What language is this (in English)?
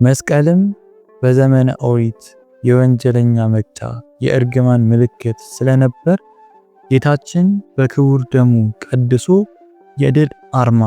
Amharic